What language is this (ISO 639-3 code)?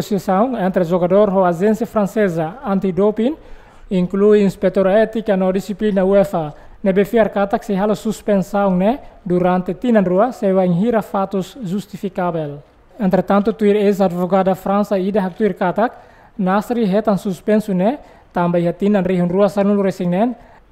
tet